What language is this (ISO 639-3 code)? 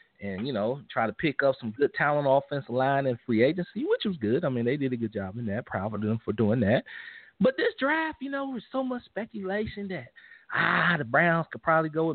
eng